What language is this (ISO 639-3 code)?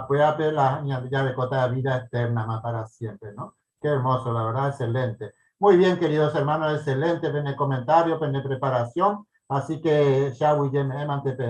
grn